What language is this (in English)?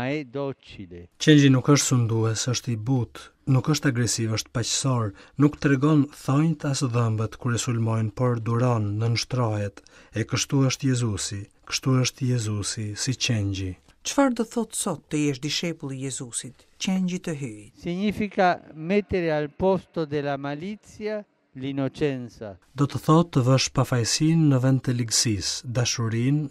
Albanian